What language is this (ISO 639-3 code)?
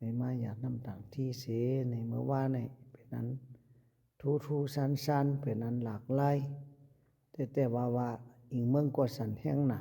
shn